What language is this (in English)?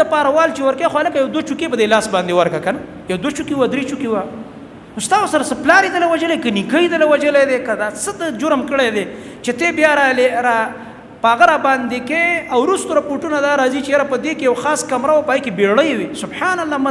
Pashto